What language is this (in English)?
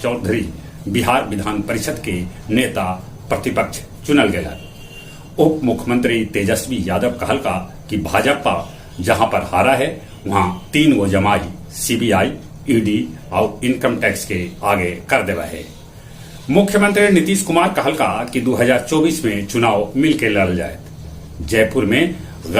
Magahi